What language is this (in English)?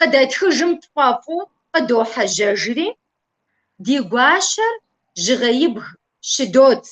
Kabardian